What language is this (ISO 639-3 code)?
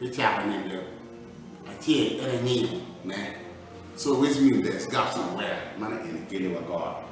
ach